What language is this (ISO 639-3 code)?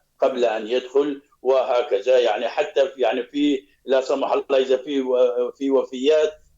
apc